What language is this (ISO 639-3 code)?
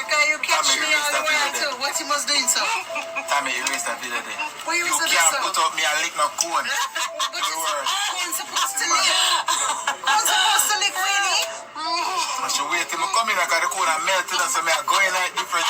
jam